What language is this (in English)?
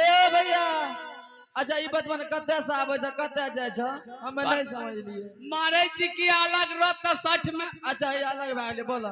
Maithili